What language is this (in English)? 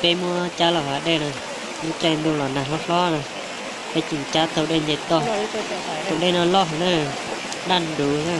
Hmong